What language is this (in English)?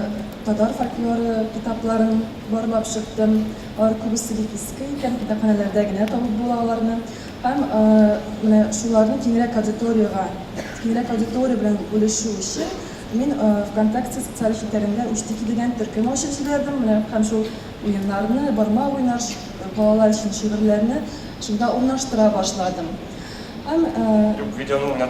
Tatar